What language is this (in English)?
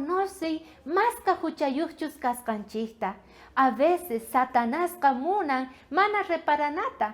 South Bolivian Quechua